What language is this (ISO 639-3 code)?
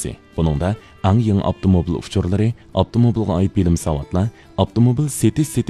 uig